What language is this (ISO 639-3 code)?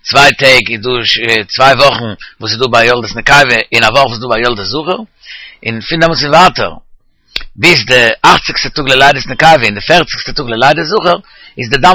yid